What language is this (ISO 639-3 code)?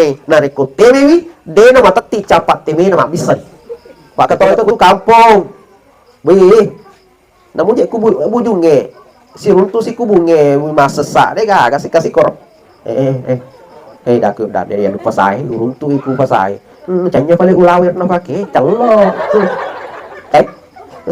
bug